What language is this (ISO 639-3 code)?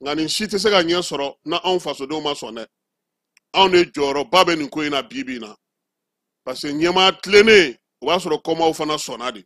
bam